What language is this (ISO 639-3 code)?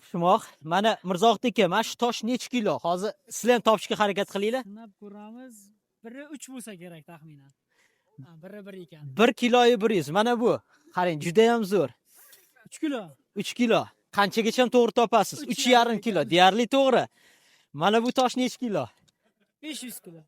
uzb